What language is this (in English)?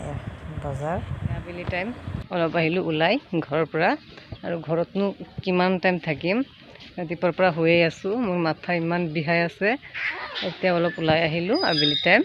Assamese